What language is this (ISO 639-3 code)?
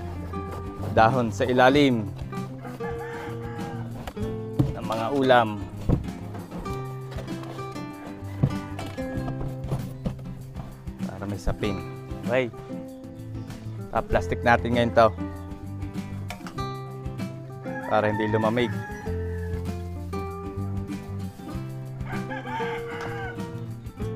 fil